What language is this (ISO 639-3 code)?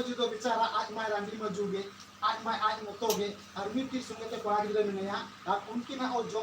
sat